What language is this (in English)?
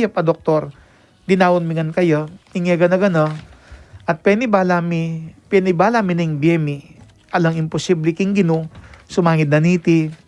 Pampanga